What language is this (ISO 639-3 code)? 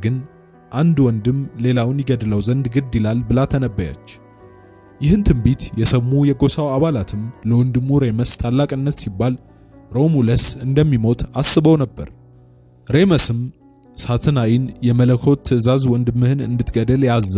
amh